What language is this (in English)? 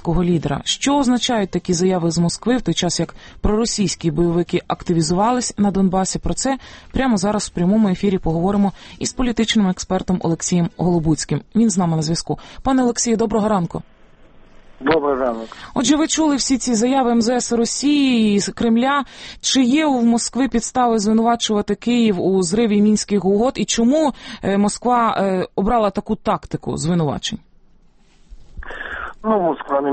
Ukrainian